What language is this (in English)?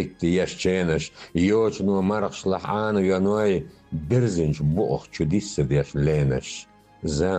Chechen